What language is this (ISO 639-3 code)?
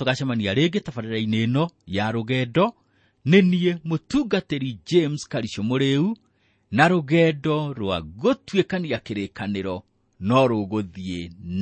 kik